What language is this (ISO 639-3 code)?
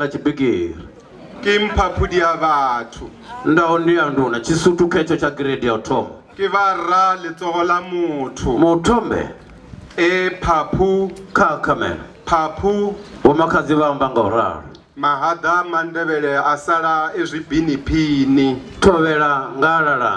ven